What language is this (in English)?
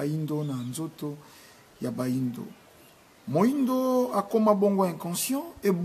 Lingala